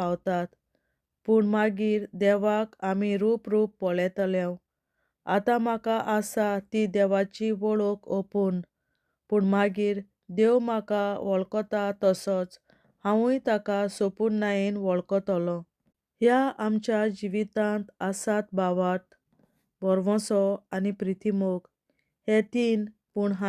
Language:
Konkani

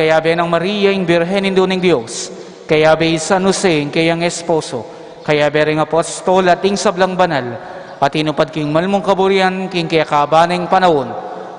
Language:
Pampanga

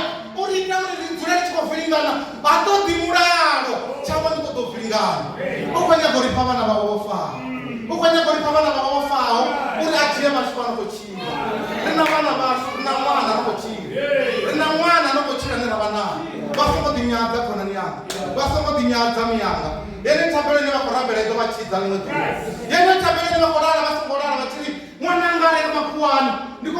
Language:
Venda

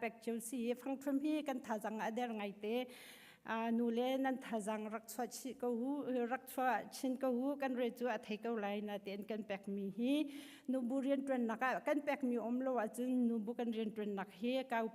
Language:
Hakha Chin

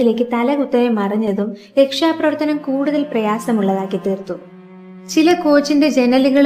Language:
Malayalam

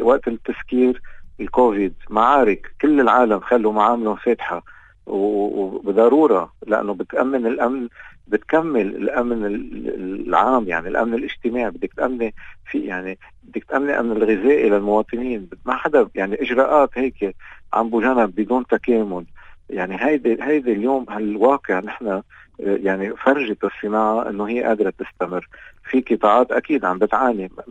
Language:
North Levantine Arabic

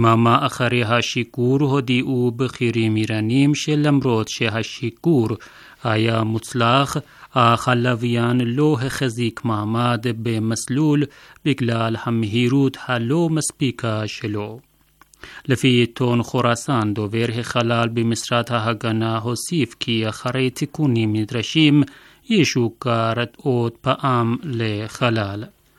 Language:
Hebrew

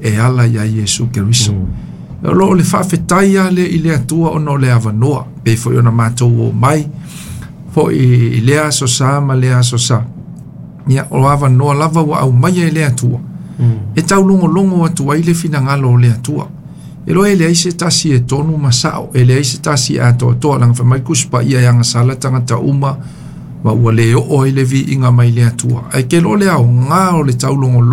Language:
Samoan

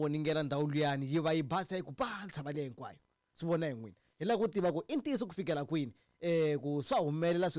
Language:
Tsonga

